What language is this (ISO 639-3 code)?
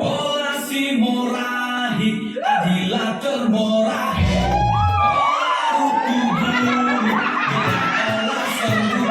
btx